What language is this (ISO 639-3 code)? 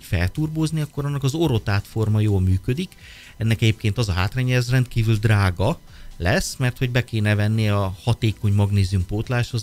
hun